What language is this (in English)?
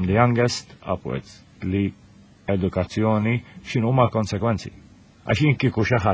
Maltese